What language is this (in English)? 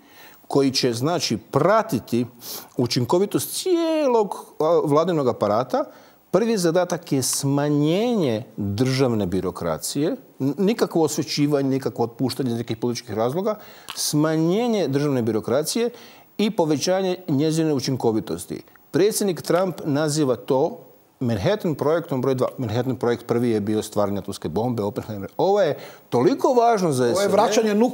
Croatian